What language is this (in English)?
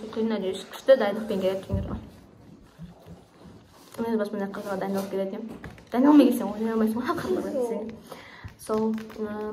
Kazakh